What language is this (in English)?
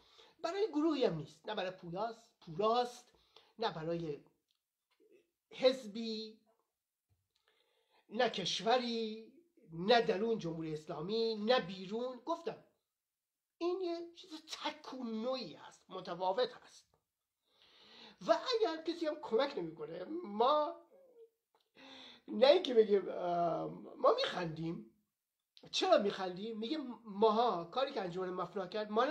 Persian